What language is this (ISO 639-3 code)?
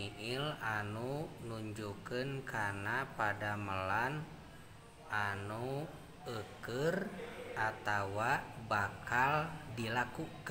sun